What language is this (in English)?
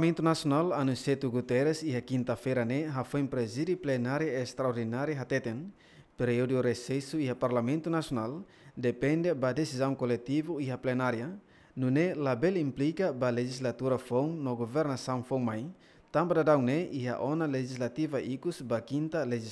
Tetum